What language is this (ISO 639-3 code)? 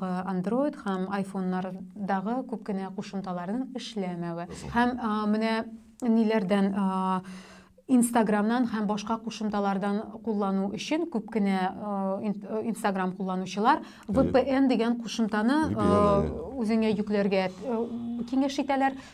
tat